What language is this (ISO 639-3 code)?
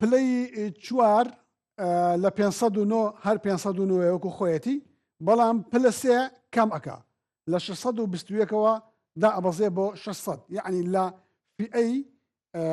ckb